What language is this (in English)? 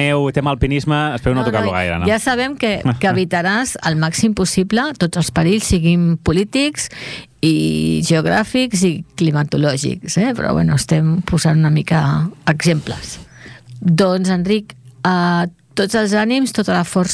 Catalan